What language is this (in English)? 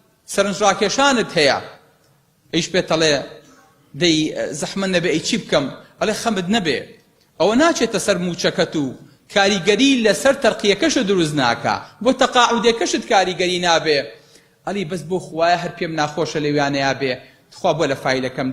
Central Kurdish